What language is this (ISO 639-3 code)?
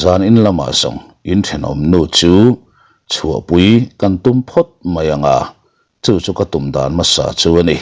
lus